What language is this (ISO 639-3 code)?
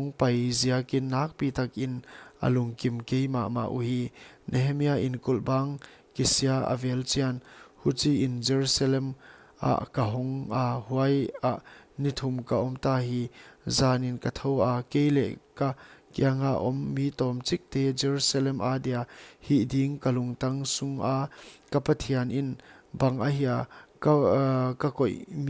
pck